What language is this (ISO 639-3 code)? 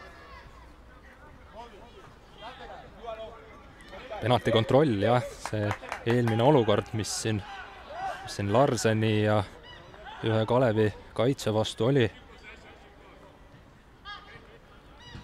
est